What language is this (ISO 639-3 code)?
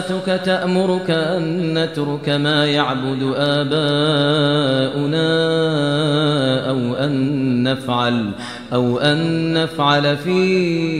ara